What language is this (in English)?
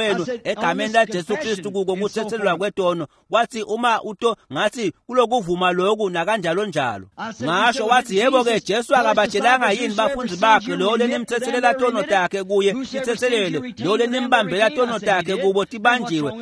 Swati